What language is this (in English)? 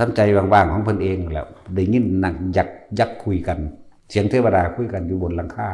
Northeastern Thai